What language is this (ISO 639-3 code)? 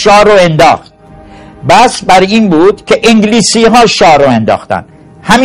fas